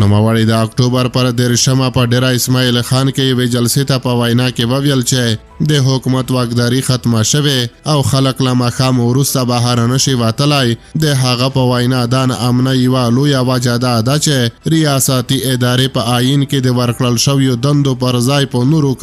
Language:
Pashto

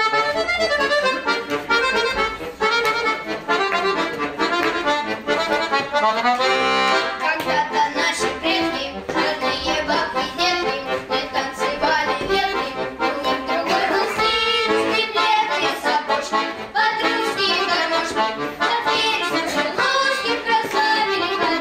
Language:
Russian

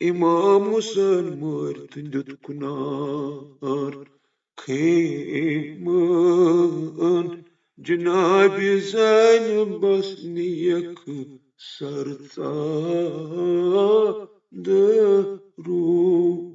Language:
Kashmiri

